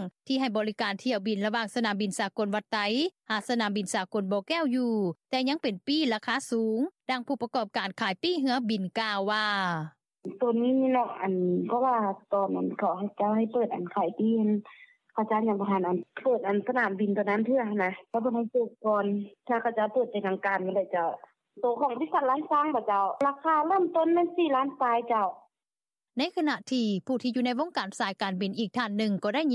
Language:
Lao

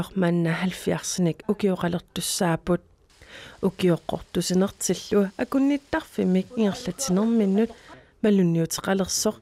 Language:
Kalaallisut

